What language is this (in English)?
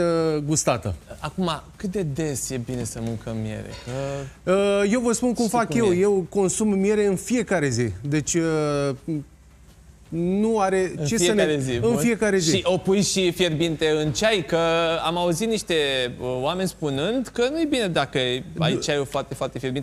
Romanian